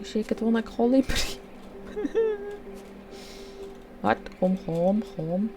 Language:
Swiss German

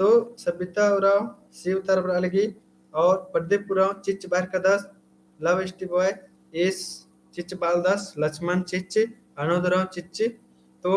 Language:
Kurukh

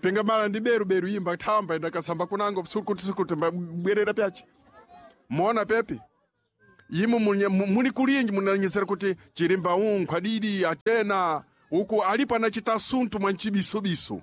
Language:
Sena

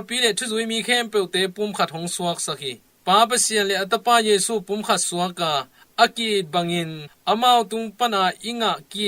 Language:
Tedim Chin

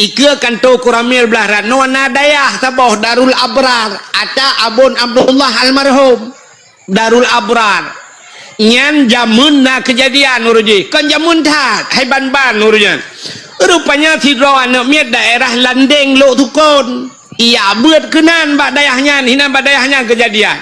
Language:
Achinese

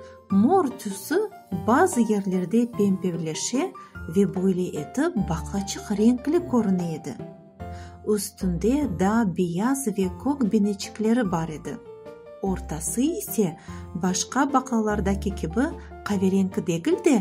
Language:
Crimean Tatar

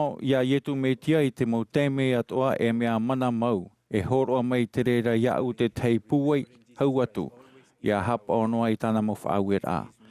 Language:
Tahitian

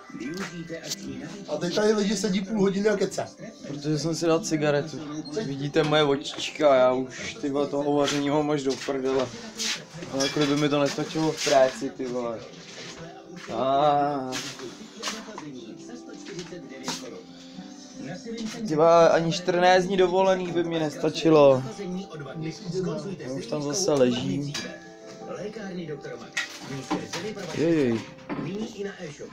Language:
Czech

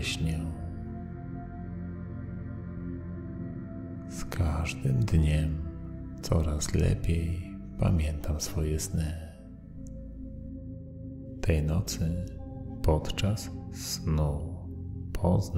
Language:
Polish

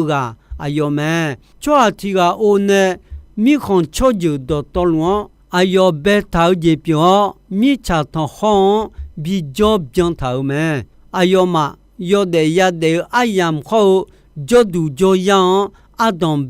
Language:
Akha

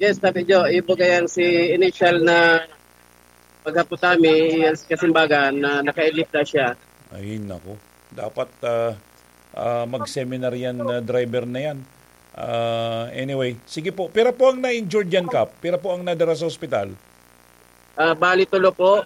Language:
Bikol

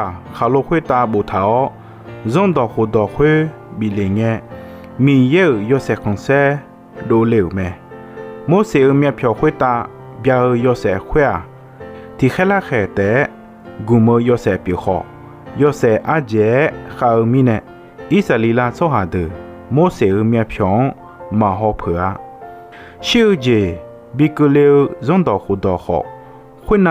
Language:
Akha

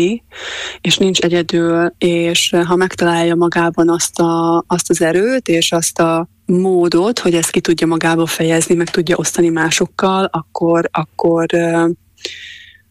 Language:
Hungarian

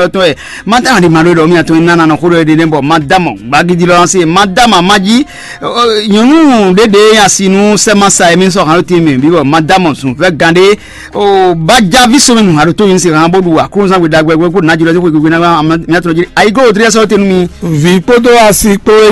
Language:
Fon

